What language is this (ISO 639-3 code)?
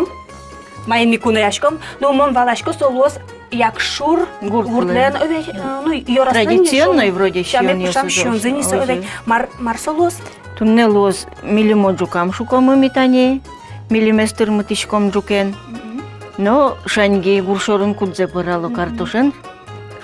udm